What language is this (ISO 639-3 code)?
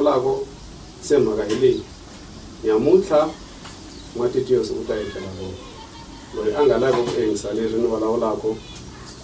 tso